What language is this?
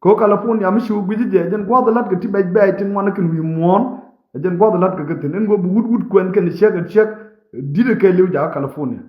Nuer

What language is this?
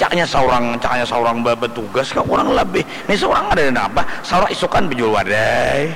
Banjar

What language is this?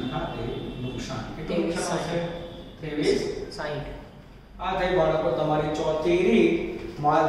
Gujarati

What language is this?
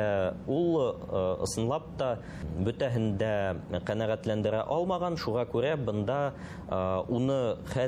Bashkir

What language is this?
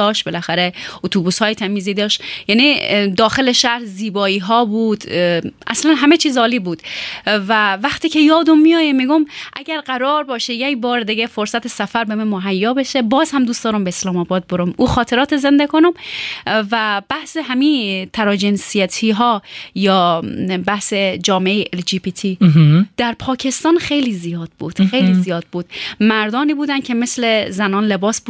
Persian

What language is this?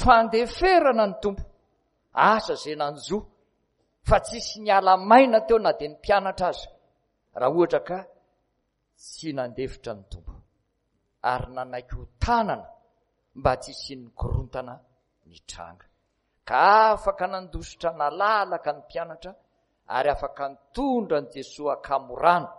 Malagasy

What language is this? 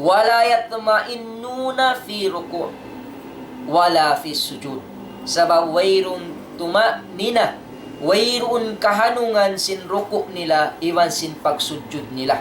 Tausug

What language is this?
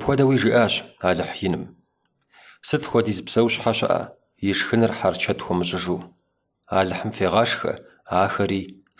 Kabardian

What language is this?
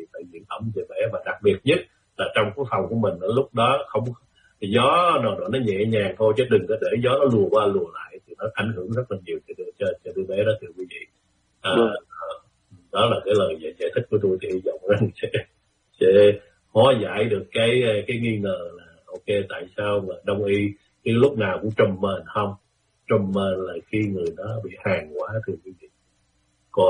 Vietnamese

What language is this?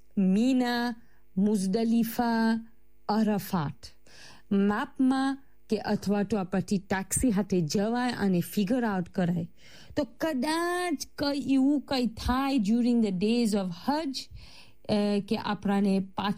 Gujarati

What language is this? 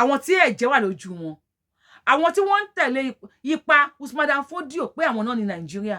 Yoruba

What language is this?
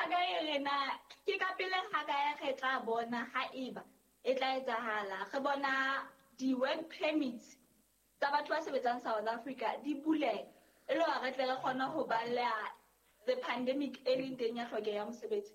Southern Sotho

